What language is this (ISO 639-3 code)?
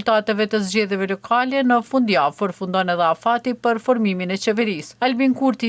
sqi